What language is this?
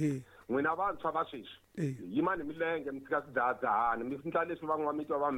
Tsonga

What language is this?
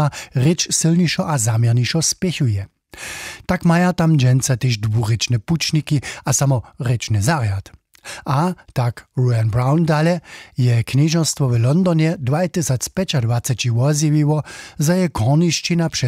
Upper Sorbian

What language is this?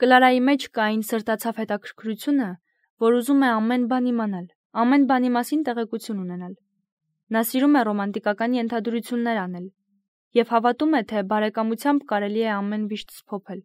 Armenian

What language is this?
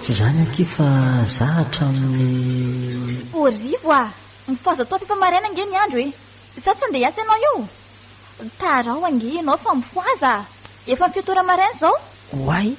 Malagasy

